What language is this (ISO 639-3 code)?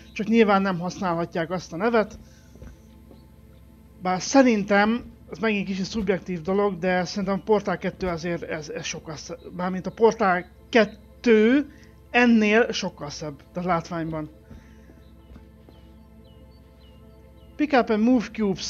hun